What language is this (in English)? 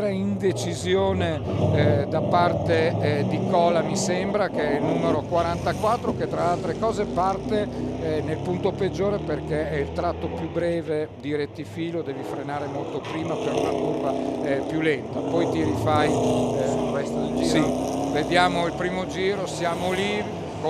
Italian